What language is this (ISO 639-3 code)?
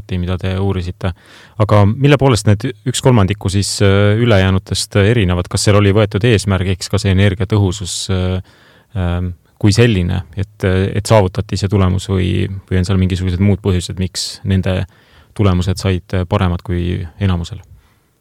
est